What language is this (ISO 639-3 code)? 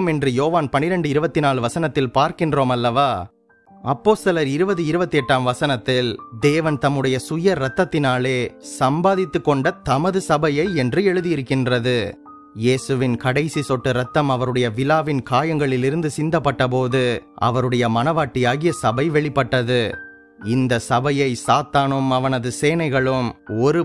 tam